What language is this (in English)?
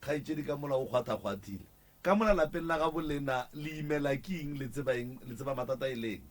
Northern Sotho